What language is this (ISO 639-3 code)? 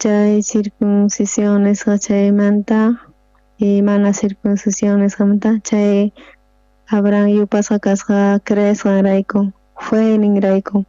quh